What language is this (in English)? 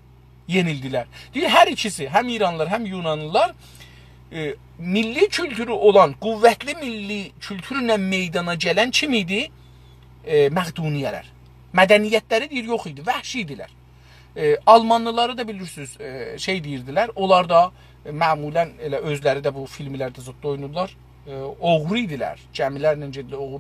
South Azerbaijani